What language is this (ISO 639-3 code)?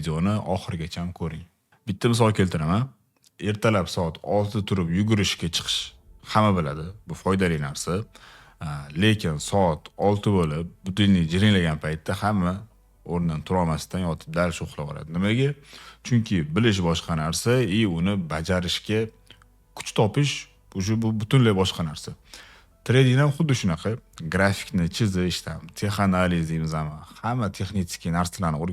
uzb